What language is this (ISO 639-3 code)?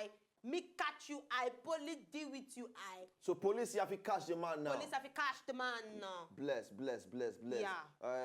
pcm